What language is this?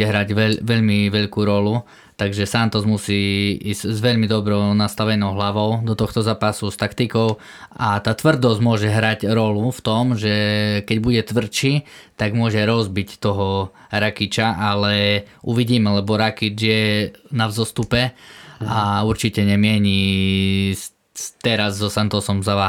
Slovak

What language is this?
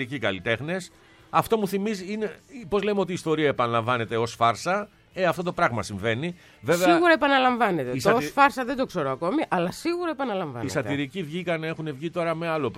Greek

